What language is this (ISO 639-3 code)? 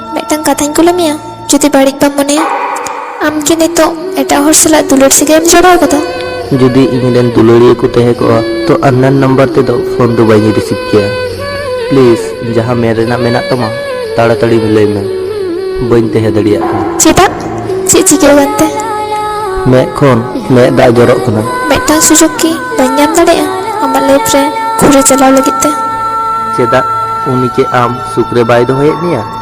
sat